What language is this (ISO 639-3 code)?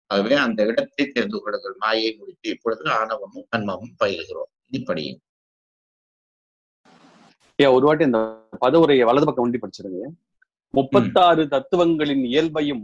tam